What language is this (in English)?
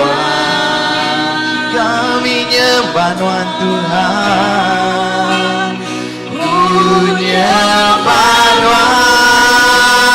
Iban